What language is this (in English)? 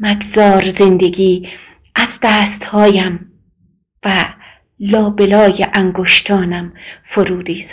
South Azerbaijani